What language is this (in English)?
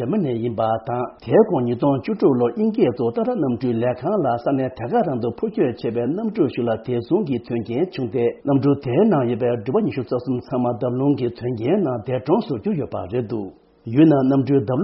Tibetan